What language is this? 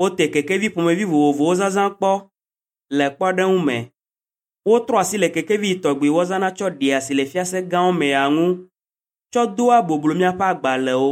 Ewe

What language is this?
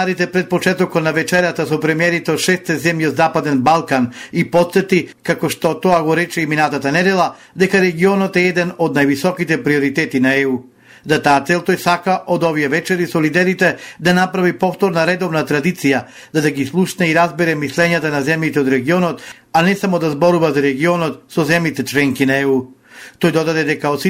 Macedonian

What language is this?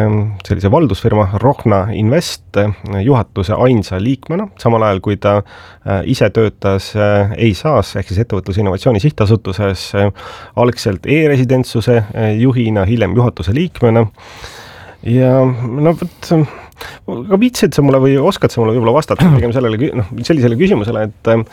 Estonian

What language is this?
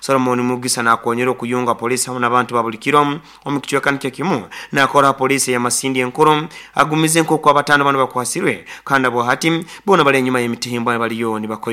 Nyoro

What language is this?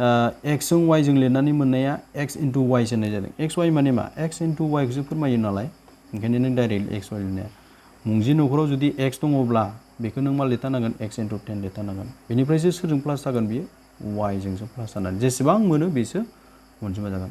Bodo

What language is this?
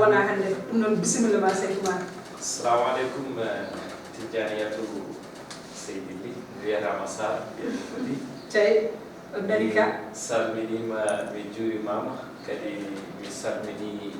Fula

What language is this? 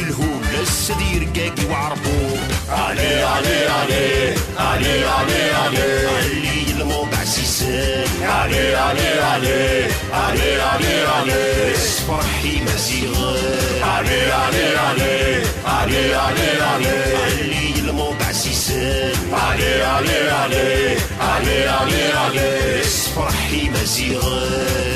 Kabyle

